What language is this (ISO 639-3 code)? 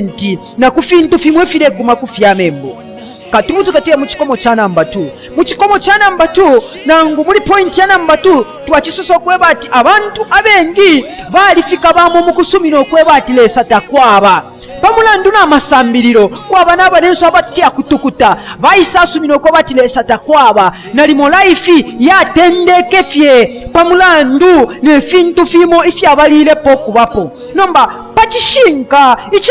bem